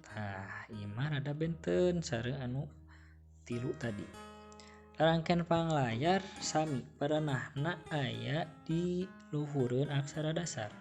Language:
Sundanese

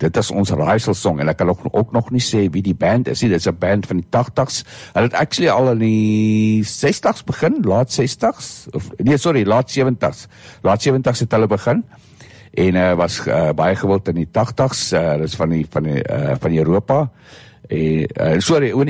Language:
Afrikaans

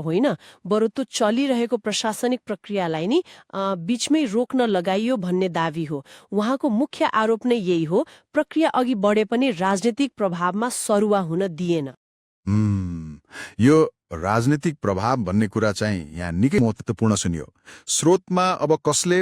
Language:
Nepali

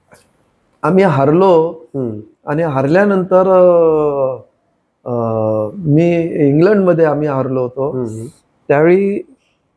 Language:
Marathi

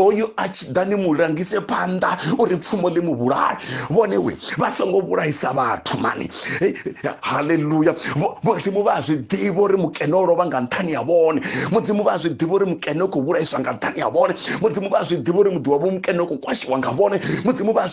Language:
Venda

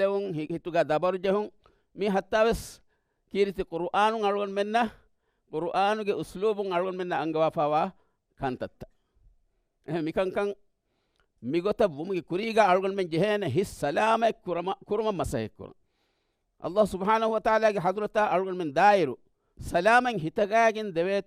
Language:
Divehi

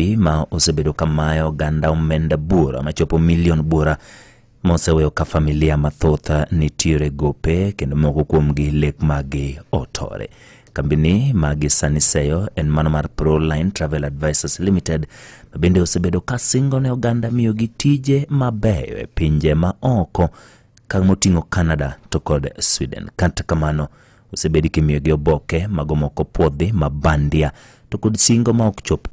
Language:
Luo (Kenya and Tanzania)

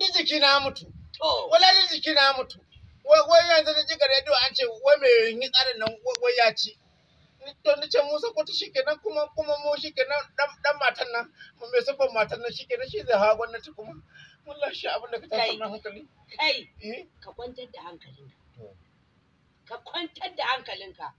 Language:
Hausa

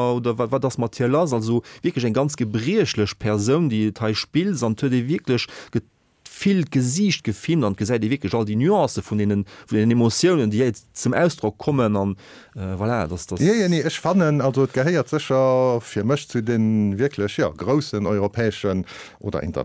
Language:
Luxembourgish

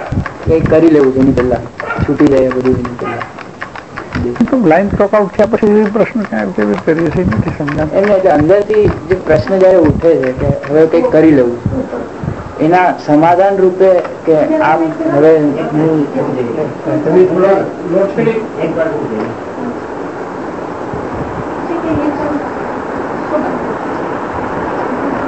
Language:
Gujarati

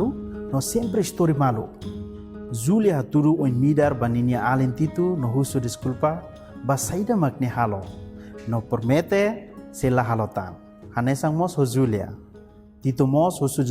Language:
Tetum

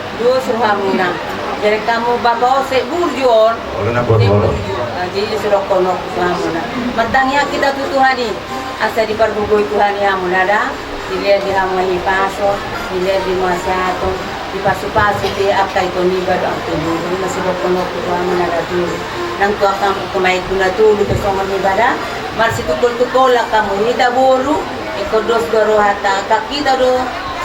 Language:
Batak Toba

